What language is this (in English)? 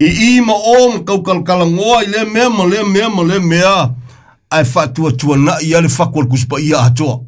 Samoan